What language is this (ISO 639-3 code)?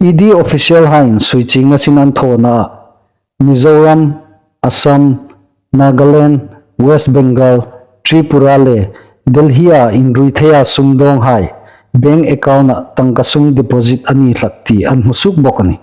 hmr